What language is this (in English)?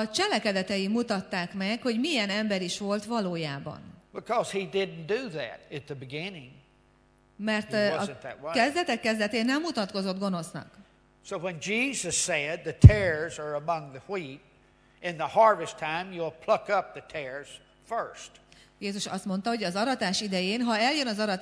Hungarian